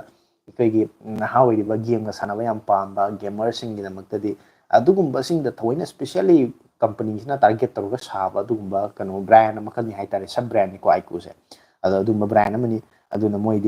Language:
Manipuri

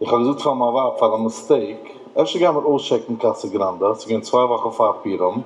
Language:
Yiddish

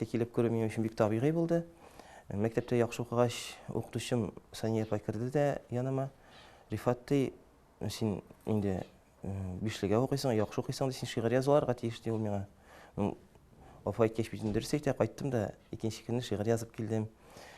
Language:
Tatar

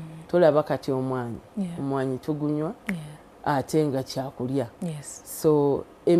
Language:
Ganda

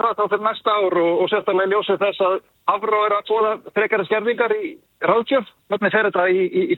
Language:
Icelandic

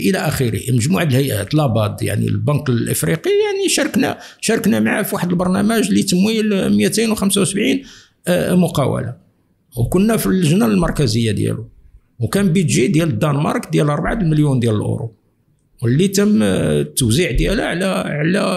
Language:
Moroccan Arabic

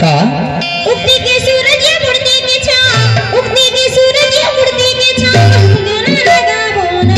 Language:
Chhattisgarhi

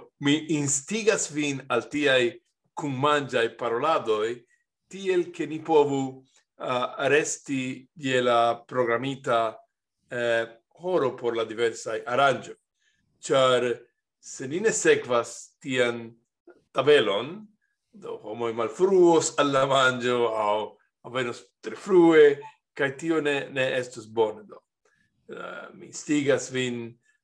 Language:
Esperanto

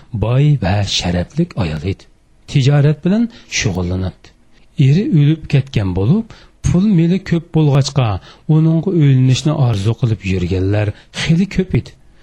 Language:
Uyghur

